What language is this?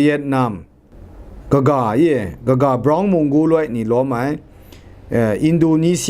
Kachin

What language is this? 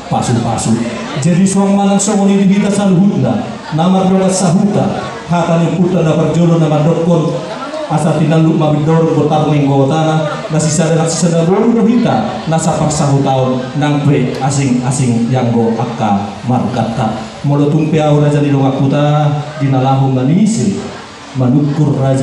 Batak Toba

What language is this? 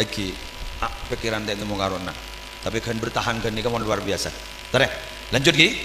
Madurese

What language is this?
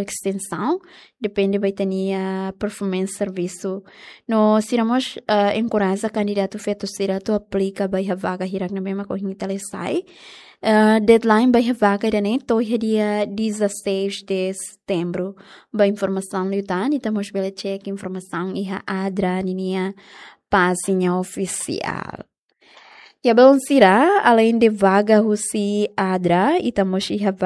Tetum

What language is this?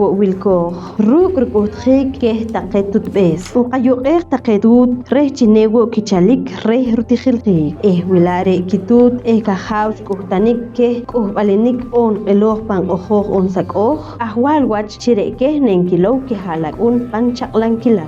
Poqomchi'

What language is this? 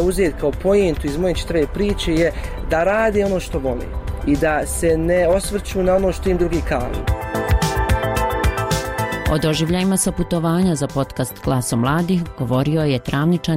Bosnian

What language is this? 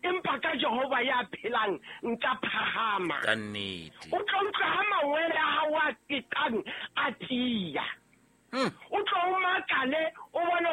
Southern Sotho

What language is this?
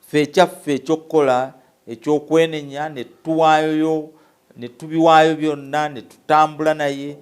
Ganda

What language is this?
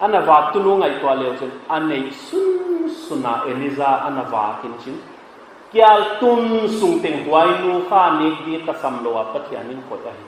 Paite Chin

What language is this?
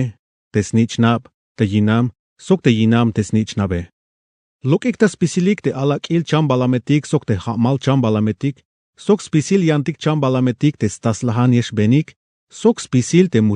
Tzeltal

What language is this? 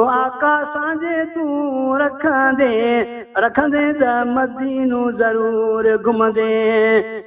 Saraiki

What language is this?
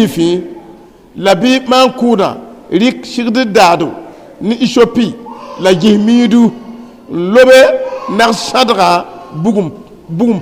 Mossi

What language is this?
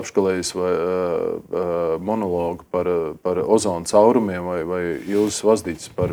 Latvian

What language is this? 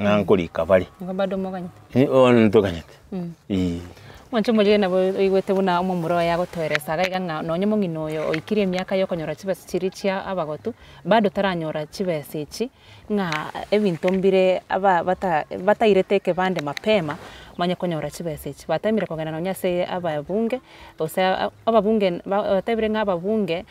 Gusii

